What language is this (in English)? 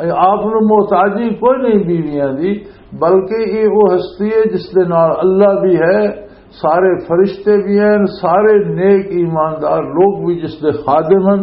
Western Panjabi